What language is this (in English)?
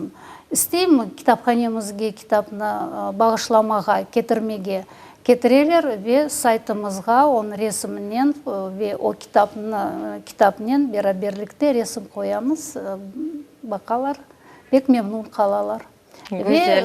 Crimean Tatar